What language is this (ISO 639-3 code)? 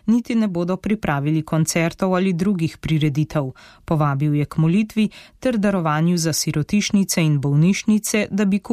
slv